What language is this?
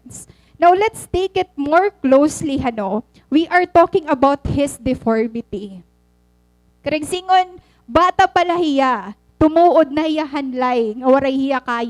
Waray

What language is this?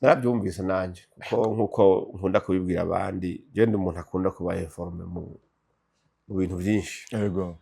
Rundi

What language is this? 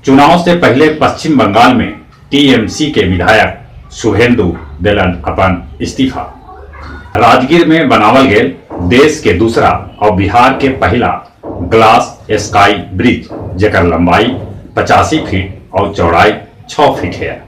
Magahi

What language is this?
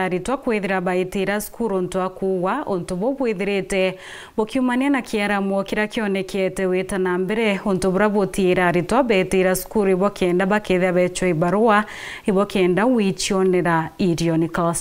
Meru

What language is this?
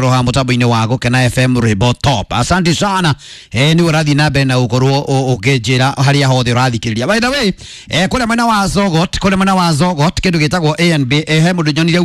Kikuyu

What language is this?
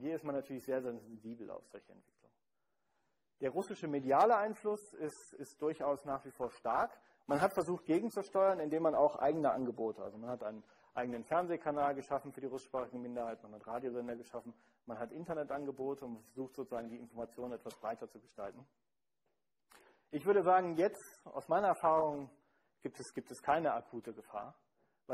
German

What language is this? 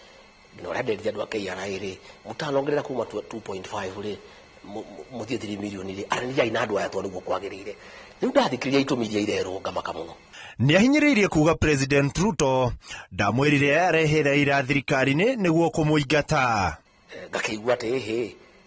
Kikuyu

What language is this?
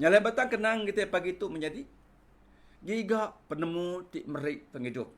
Iban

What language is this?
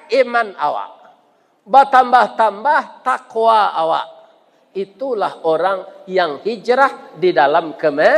Minangkabau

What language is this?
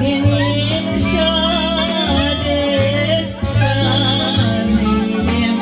Crimean Tatar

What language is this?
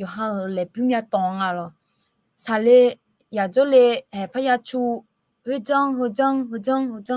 Akha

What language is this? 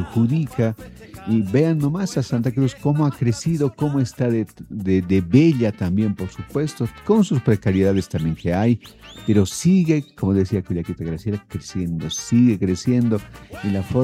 Spanish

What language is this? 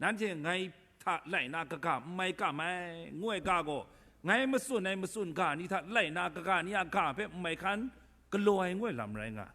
Kachin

